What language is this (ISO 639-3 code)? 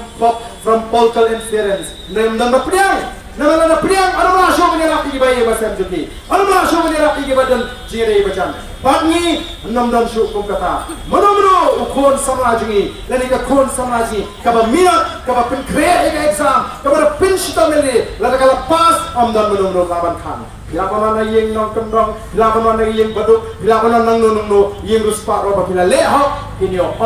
kha